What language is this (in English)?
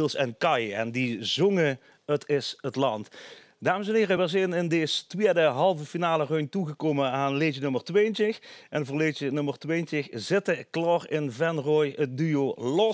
Limburgish